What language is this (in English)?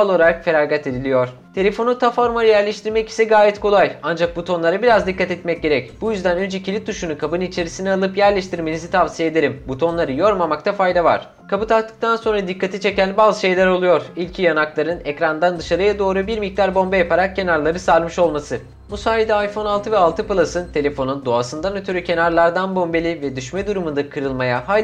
Turkish